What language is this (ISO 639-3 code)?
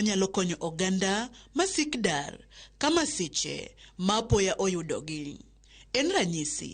luo